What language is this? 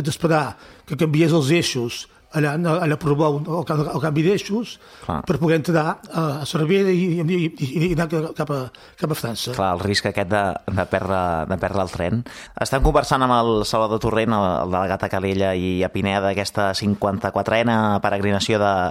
Catalan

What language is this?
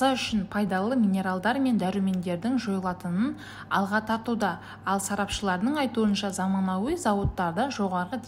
Kazakh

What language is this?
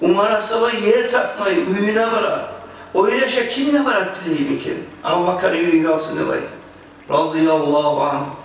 Kumyk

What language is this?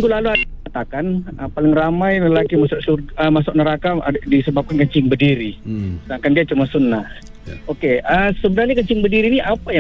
Malay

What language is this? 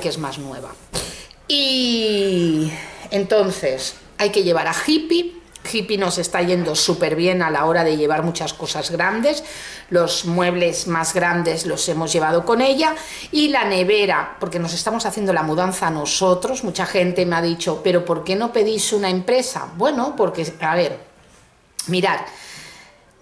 Spanish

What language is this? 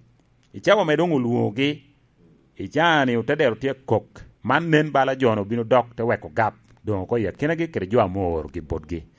Lango (Uganda)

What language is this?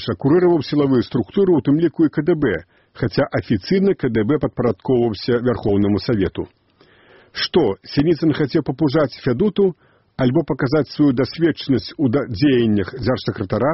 Belarusian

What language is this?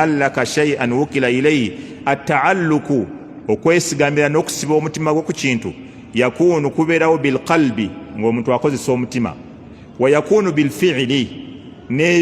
Ganda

